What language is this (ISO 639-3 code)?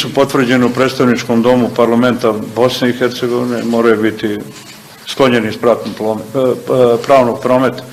bos